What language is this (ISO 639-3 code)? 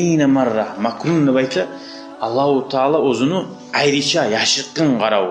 kum